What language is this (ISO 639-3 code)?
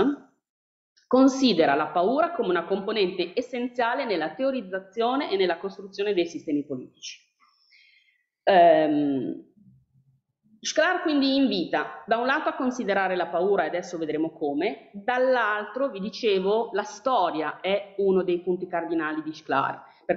ita